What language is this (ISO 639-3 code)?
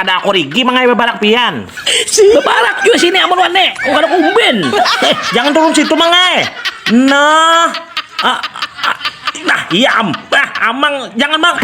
bjn